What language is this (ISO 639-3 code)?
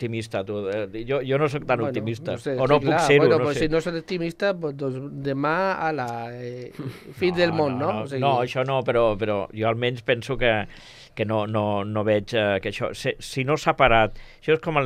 cat